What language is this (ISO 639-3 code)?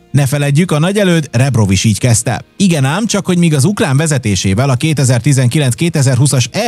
hun